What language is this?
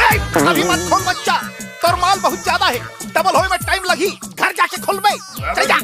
Chhattisgarhi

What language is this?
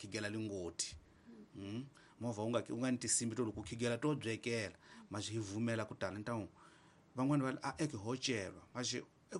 Tsonga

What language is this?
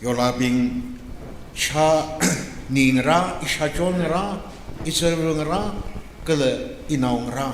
Tangkhul Naga (India)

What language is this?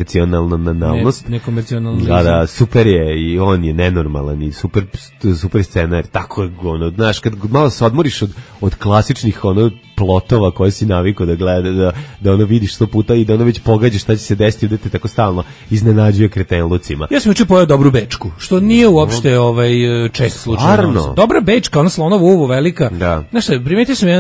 Serbian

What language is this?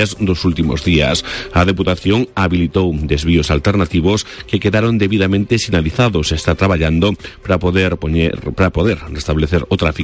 Galician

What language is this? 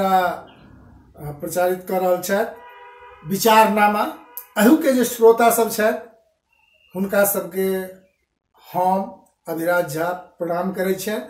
Maithili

